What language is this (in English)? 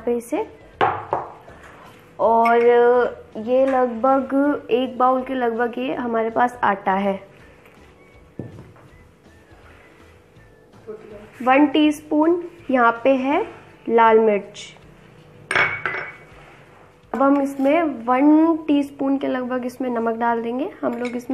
Hindi